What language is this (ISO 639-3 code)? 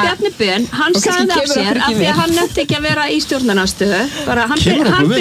isl